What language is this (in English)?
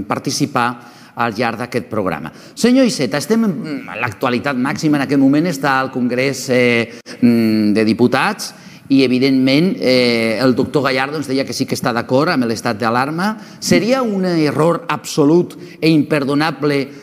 Catalan